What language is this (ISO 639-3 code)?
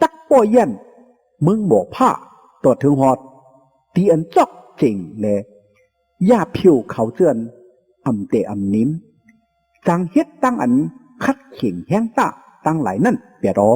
shn